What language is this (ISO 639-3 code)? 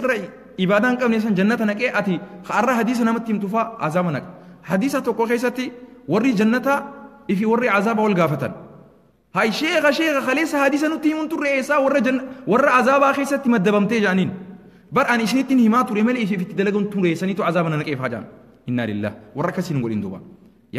orm